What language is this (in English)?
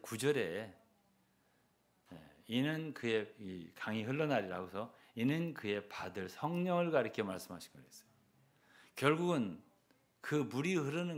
Korean